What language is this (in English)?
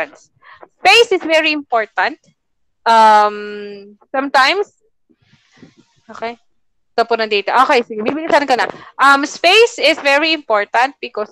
Filipino